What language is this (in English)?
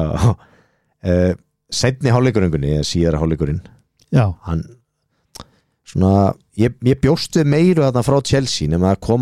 Icelandic